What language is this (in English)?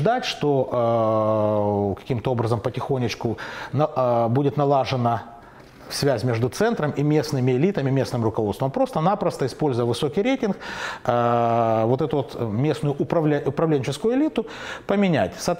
Russian